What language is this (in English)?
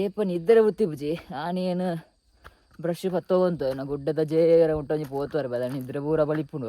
Tulu